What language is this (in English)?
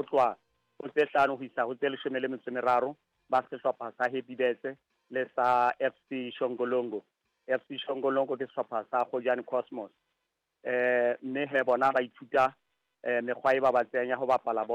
Southern Sotho